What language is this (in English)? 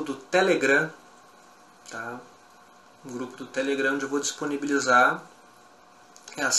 Portuguese